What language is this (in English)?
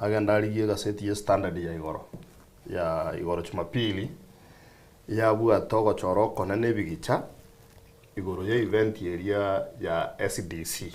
Gusii